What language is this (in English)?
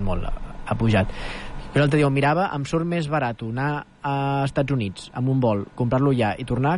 Catalan